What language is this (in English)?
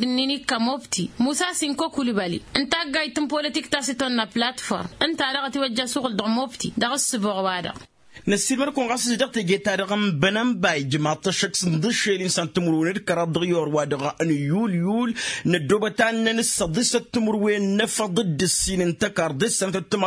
Tamasheq